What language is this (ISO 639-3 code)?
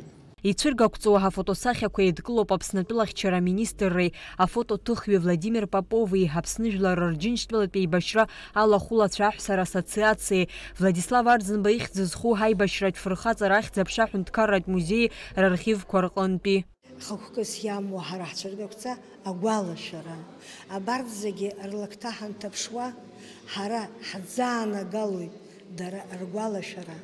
abk